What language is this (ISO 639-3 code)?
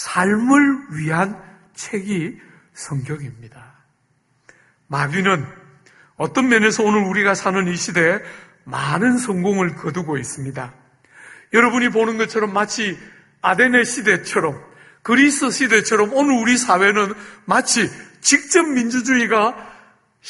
kor